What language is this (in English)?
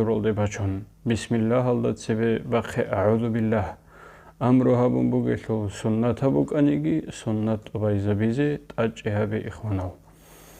Avaric